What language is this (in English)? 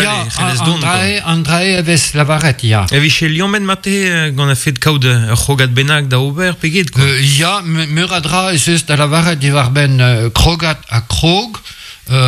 Breton